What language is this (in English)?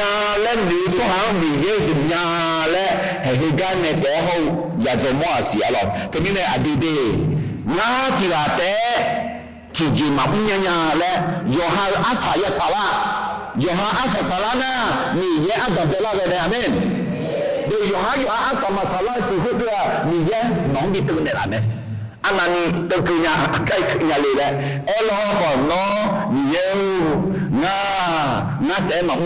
Akha